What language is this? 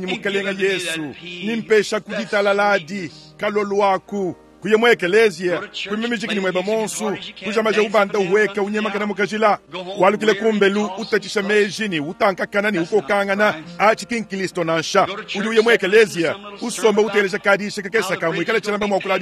Luba-Lulua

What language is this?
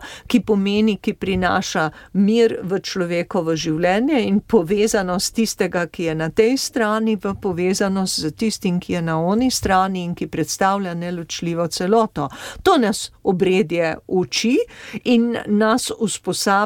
Slovenian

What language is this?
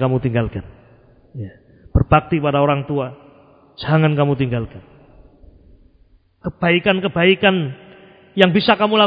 Indonesian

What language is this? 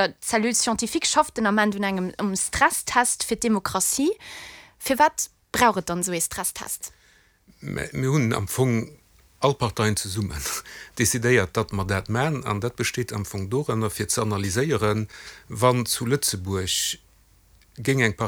Luxembourgish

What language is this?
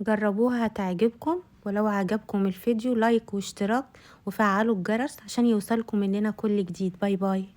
Egyptian Arabic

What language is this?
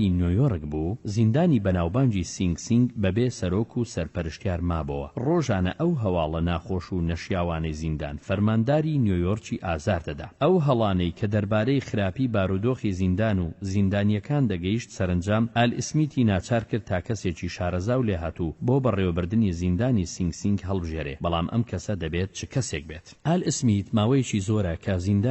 Central Kurdish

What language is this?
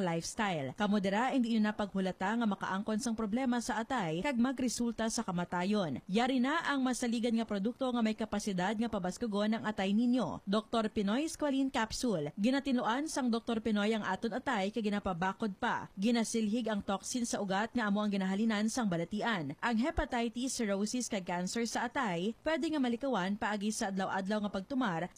Hiligaynon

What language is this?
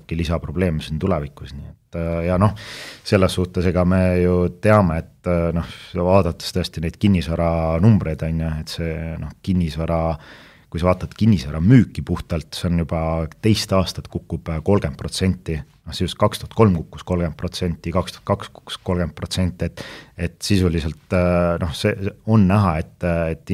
Estonian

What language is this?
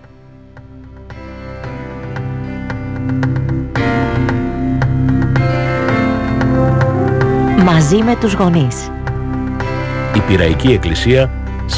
Greek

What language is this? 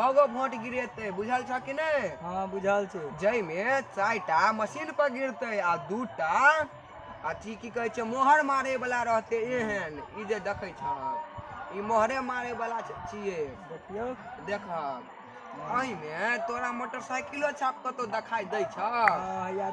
Maithili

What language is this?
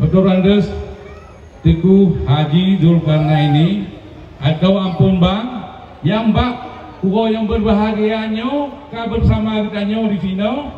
Achinese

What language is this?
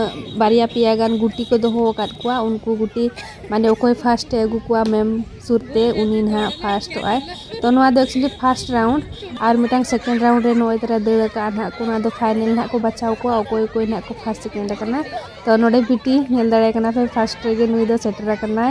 Santali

